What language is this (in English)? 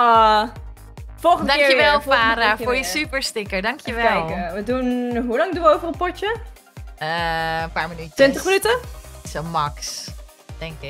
Dutch